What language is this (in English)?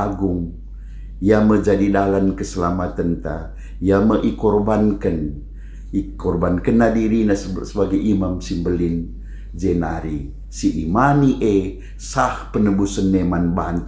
Batak Karo